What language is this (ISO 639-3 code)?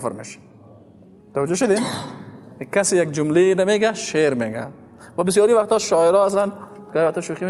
fas